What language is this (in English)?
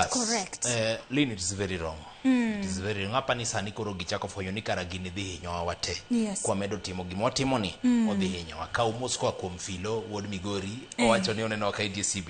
Luo (Kenya and Tanzania)